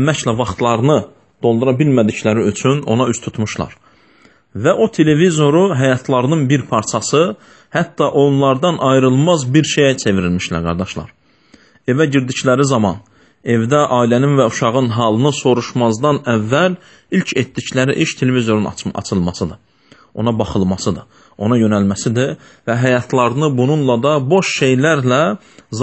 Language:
Azerbaijani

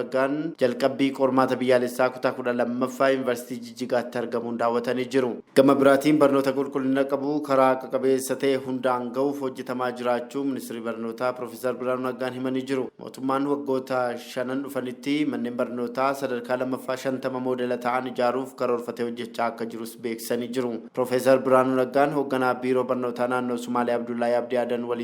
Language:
Oromo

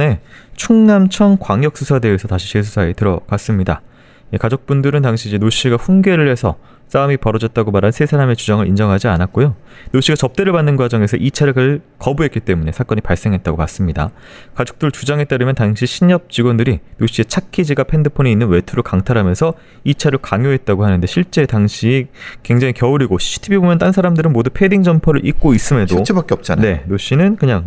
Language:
Korean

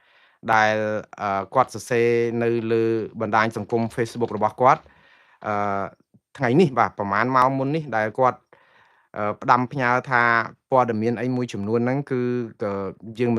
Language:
Khmer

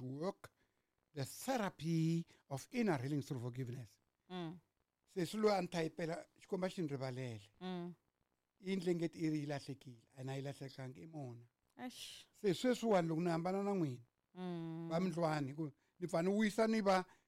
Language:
Tsonga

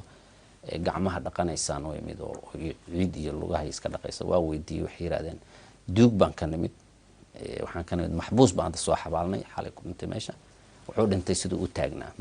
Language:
Somali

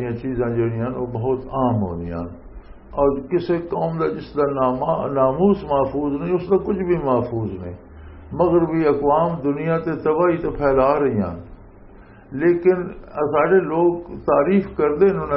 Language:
Western Panjabi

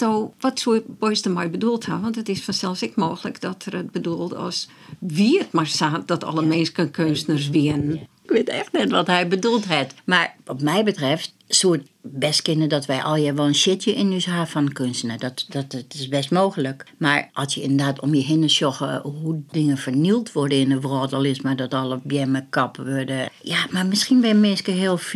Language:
Western Frisian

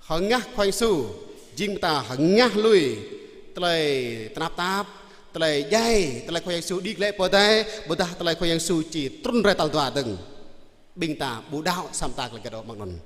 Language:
Jarai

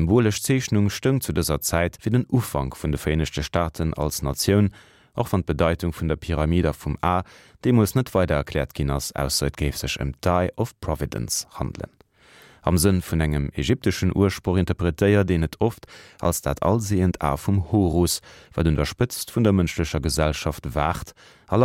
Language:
Luxembourgish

